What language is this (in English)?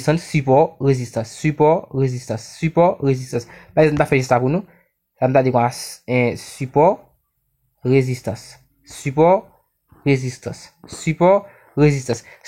Haitian Creole